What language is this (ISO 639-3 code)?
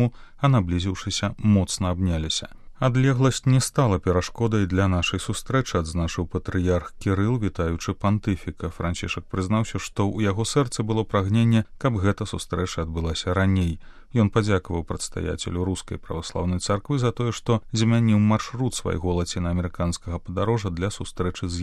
bel